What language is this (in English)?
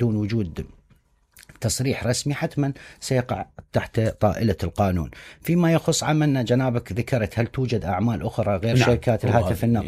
Mesopotamian Arabic